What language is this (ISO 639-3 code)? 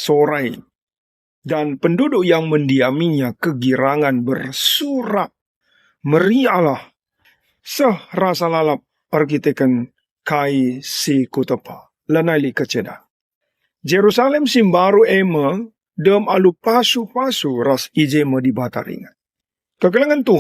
btx